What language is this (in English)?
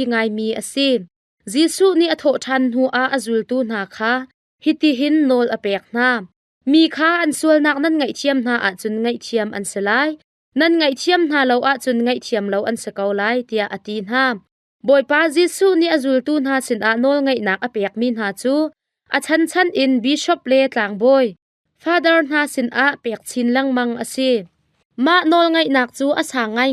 Hakha Chin